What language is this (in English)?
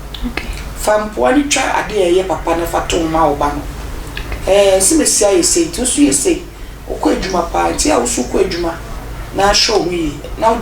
Akan